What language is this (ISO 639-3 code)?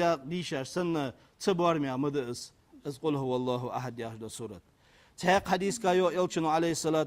inh